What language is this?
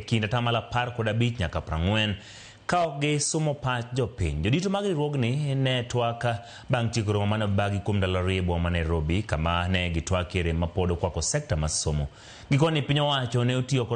Luo (Kenya and Tanzania)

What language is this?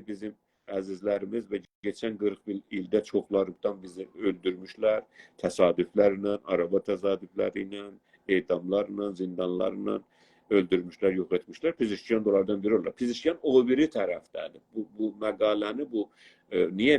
South Azerbaijani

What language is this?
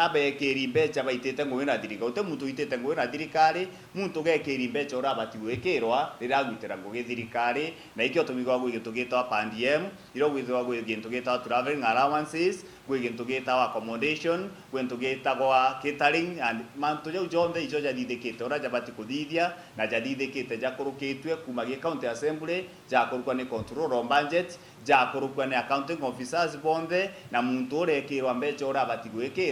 Meru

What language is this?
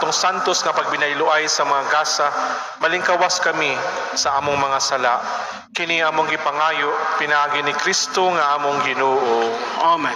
Cebuano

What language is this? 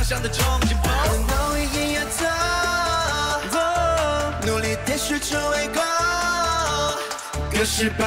Chinese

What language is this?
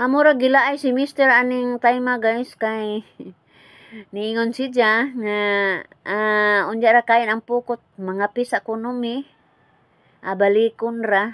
Cebuano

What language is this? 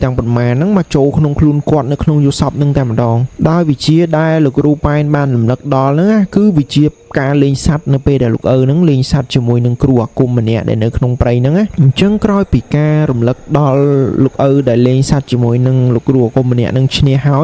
Khmer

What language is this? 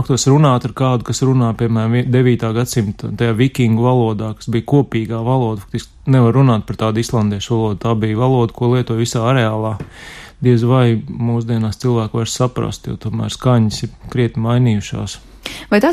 Latvian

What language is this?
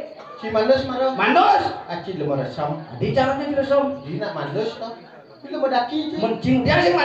Balinese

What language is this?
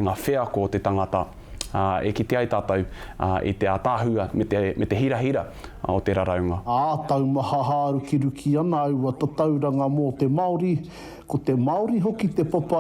Māori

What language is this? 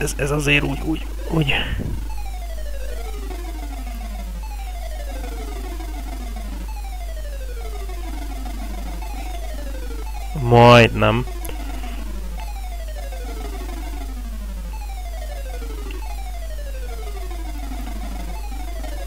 Hungarian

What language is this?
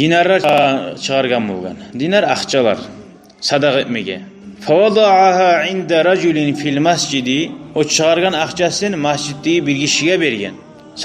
Kumyk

